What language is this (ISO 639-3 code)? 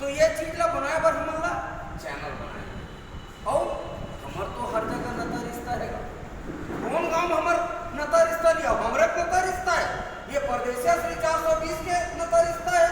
hne